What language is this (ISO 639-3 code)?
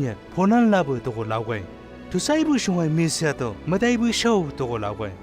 nbc